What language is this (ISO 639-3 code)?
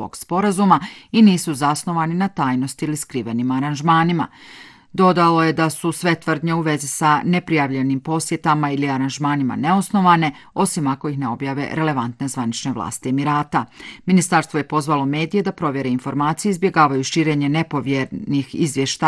bos